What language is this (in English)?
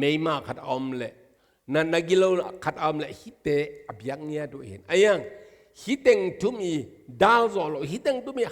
Tedim Chin